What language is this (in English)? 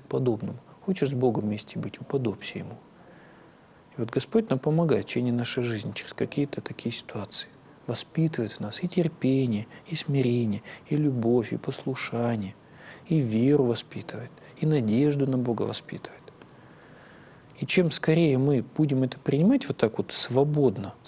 Russian